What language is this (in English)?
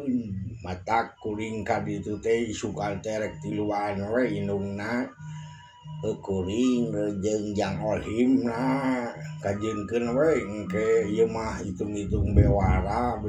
Sundanese